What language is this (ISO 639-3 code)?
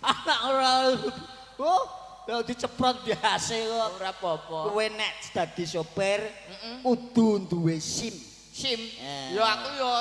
jav